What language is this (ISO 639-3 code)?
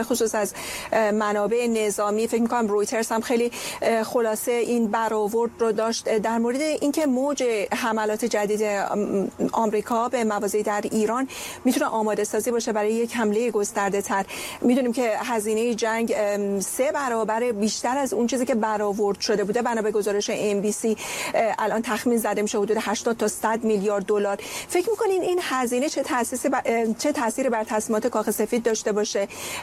fas